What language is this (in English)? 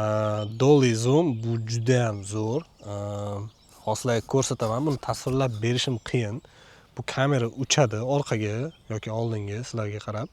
Uzbek